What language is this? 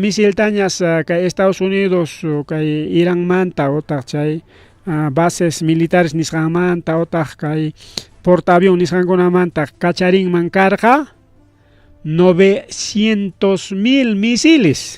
Ayacucho Quechua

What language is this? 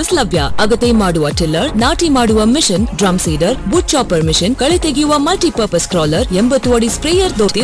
Kannada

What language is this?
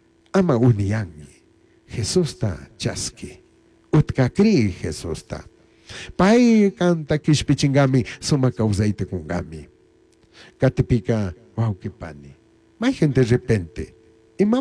Chimborazo Highland Quichua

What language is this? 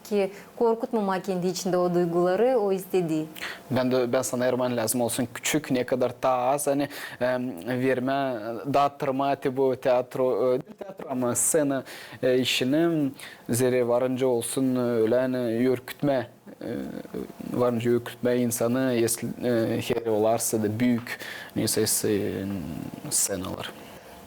Gagauz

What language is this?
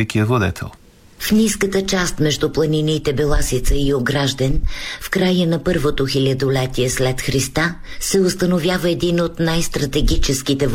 Bulgarian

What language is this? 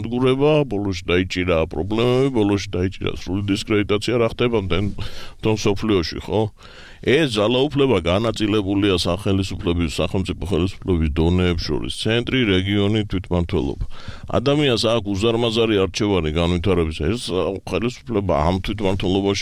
Georgian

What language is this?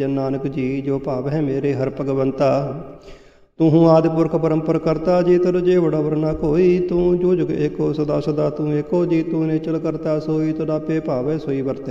Punjabi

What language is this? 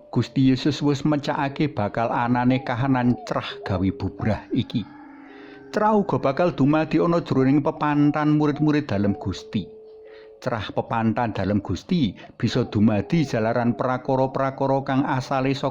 Javanese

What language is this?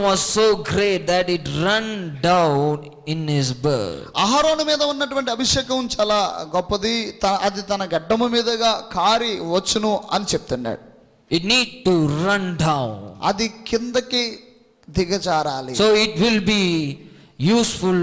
Telugu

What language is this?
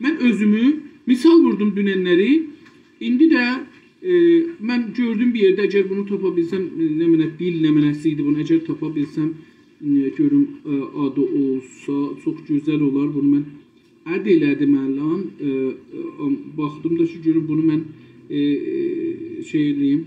South Azerbaijani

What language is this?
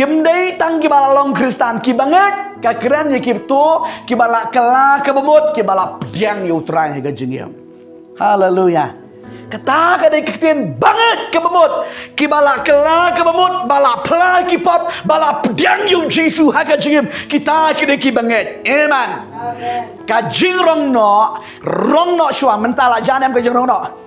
Khasi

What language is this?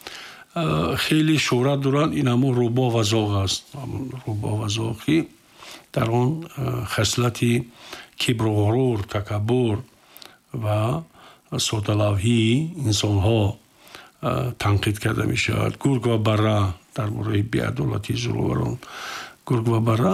Tajik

